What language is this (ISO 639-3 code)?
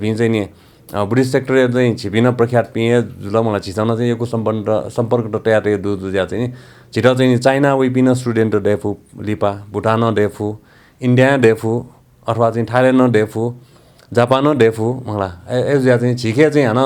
new